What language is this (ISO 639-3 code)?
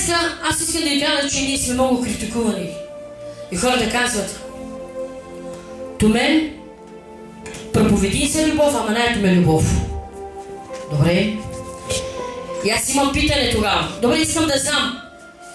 bul